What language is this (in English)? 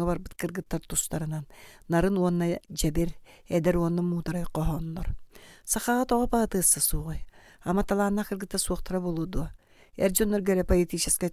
Yakut